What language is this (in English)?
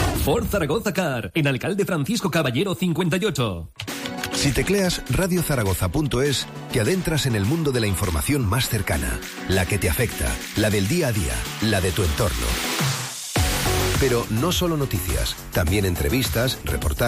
Spanish